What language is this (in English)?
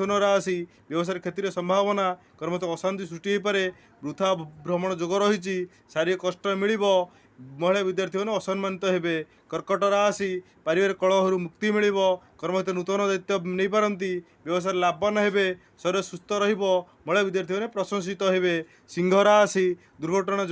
Odia